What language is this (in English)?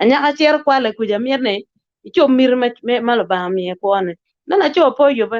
Acoli